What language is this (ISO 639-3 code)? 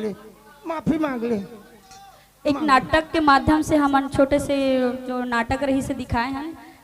hne